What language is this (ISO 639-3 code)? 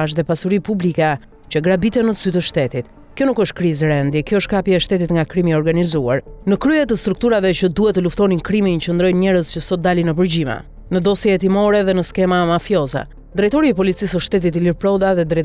sqi